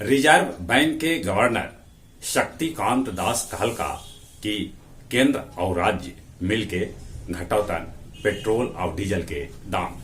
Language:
Magahi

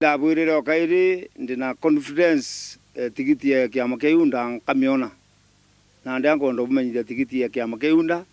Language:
Meru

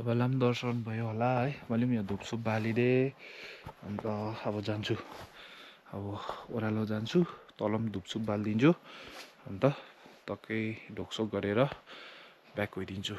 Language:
Nepali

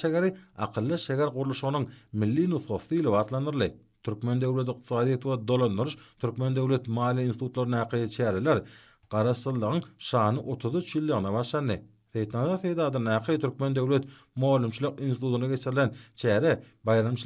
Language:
Turkmen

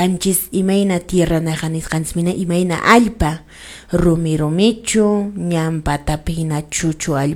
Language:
Quechua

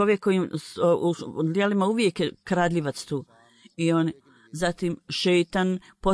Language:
Bosnian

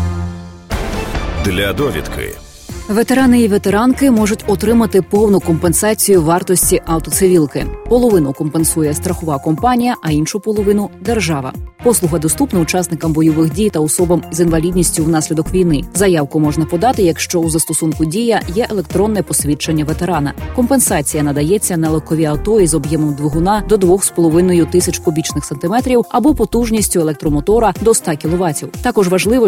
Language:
Ukrainian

